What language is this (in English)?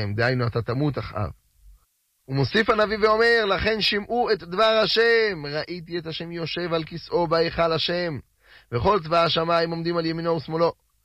Hebrew